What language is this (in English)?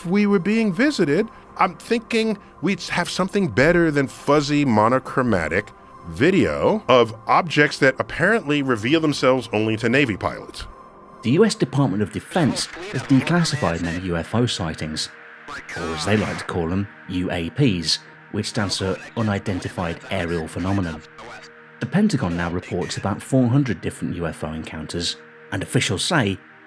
English